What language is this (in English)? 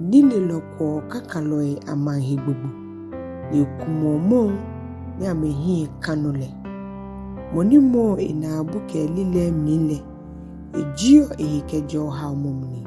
Ga